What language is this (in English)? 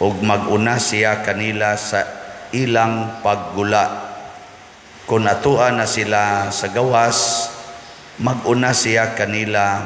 Cebuano